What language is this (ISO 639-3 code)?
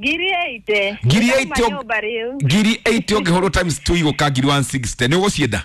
kik